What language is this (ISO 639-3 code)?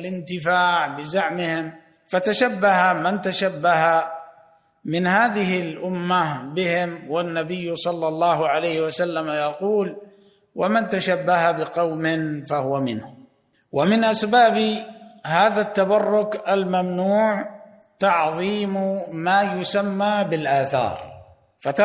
ara